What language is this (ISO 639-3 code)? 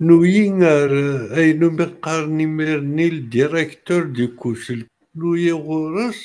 kab